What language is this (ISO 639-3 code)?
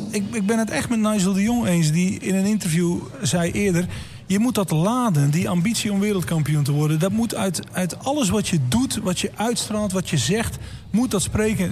nld